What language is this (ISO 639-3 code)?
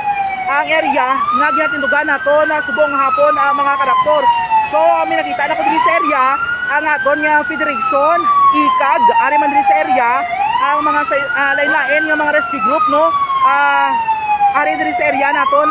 hil